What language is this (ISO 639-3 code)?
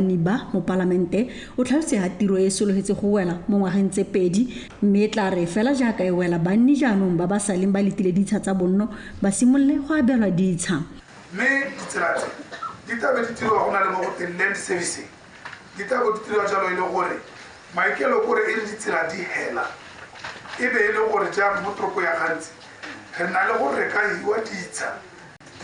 tsn